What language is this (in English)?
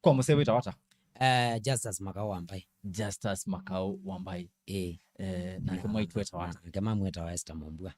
Kamba